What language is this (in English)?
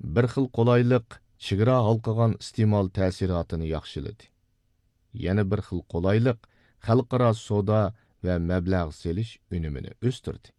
Uyghur